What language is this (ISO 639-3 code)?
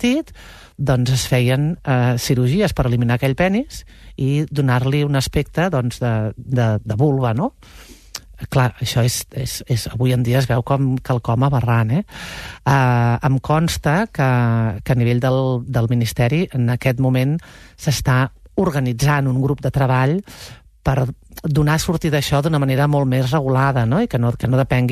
cat